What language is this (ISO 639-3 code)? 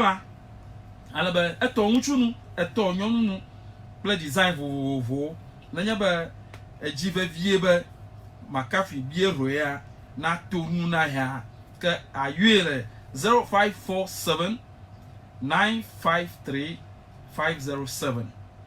ewe